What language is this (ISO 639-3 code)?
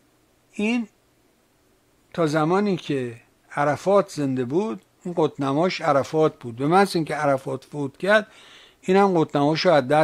fas